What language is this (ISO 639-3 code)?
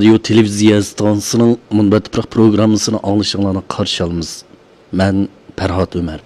uig